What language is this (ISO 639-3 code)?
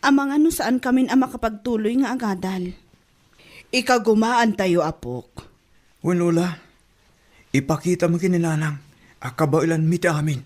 ilo